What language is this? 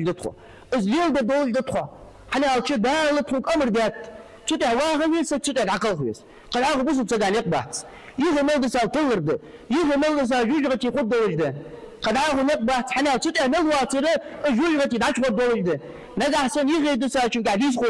Ingush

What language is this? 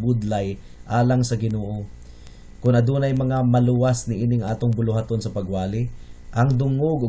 Cebuano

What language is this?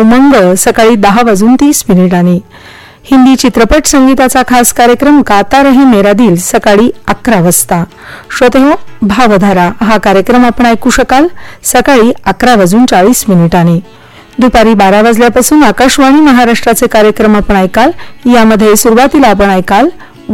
Marathi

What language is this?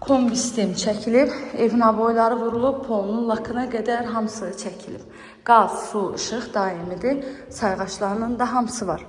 Azerbaijani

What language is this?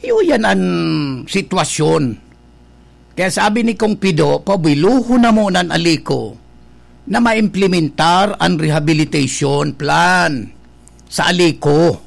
Bikol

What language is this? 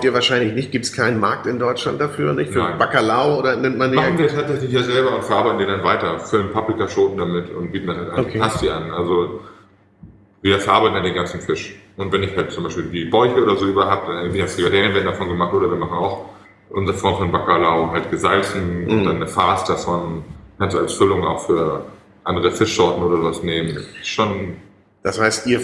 German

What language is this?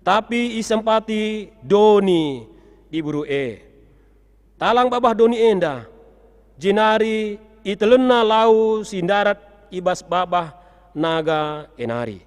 Batak Karo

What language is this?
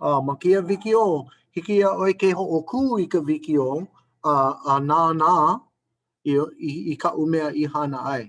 Hawaiian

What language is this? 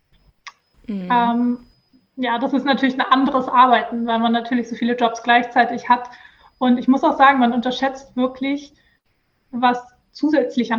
German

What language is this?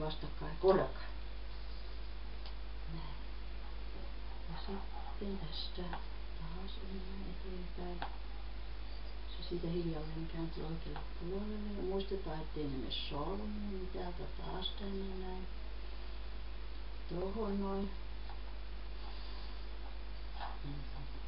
Finnish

